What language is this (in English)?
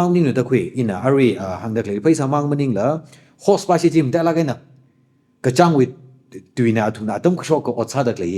Tangkhul Naga (India)